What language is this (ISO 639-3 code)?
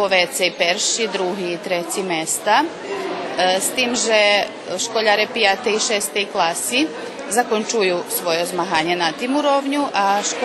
rue